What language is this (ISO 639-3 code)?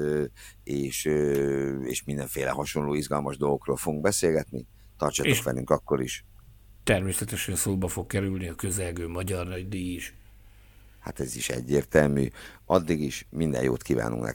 hun